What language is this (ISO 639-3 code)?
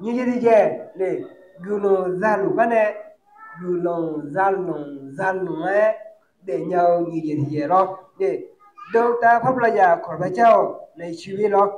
ahk